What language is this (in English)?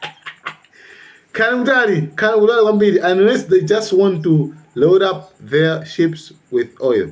Nyanja